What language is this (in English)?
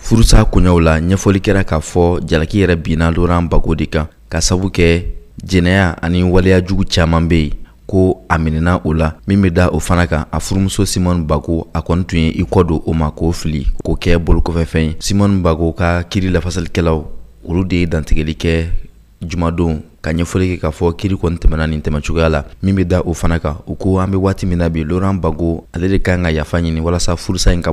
Bambara